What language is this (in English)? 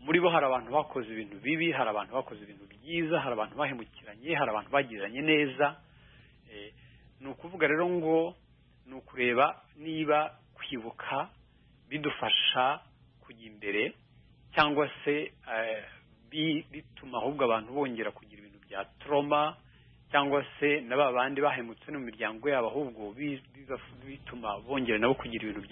Kinyarwanda